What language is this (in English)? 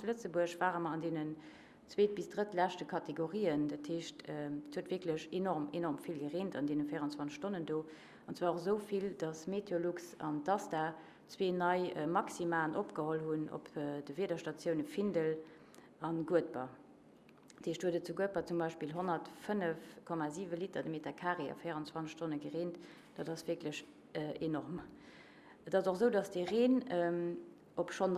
Luxembourgish